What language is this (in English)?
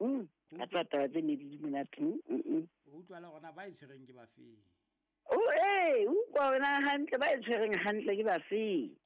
Southern Sotho